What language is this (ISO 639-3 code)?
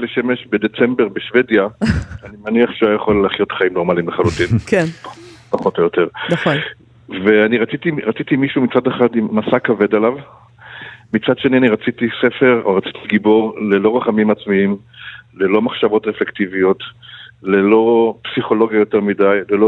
heb